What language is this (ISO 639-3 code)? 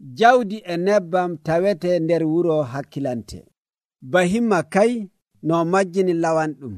fuv